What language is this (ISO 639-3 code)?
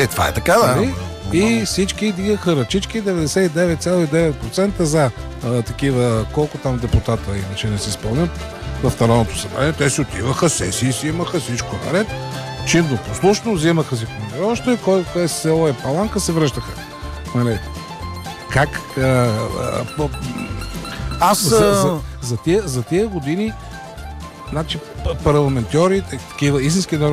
bul